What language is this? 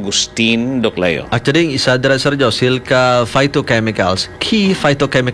Hiligaynon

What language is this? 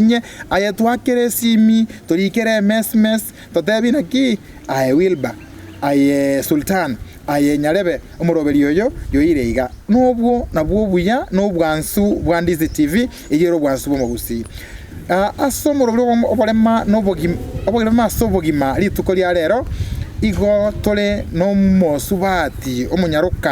Gusii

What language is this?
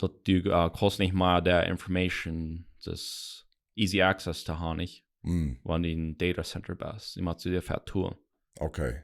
Plautdietsch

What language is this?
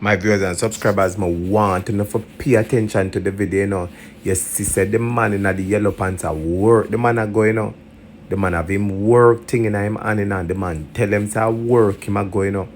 Jamaican Creole English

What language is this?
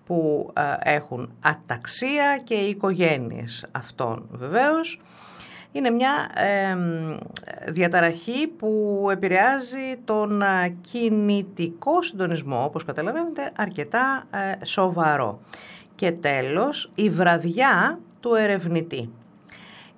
Greek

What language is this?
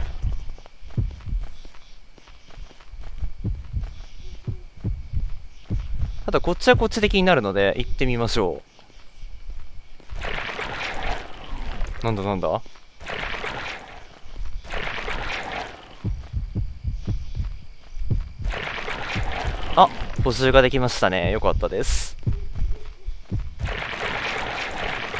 Japanese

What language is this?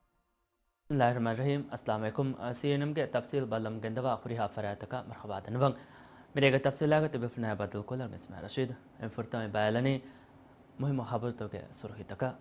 Divehi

